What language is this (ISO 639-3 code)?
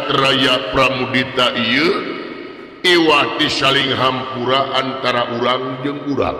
sun